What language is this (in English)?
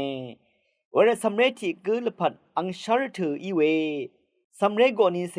Rawang